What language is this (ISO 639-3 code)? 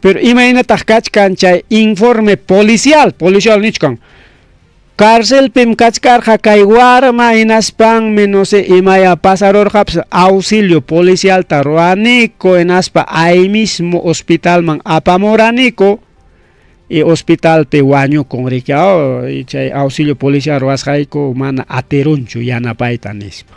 quy